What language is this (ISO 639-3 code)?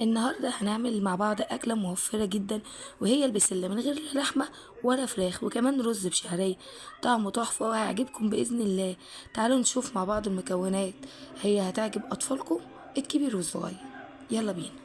arz